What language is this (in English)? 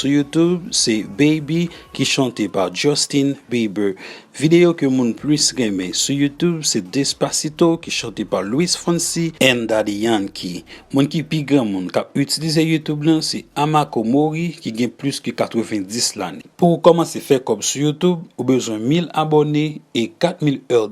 Haitian Creole